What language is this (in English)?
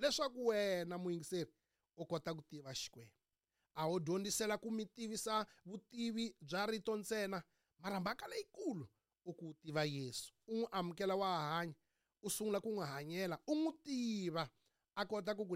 Tsonga